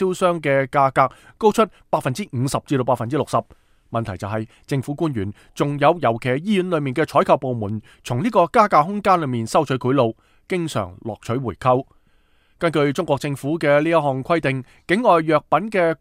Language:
Cantonese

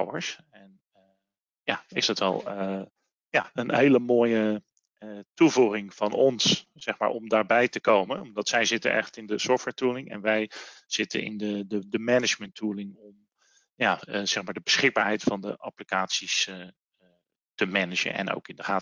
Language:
Dutch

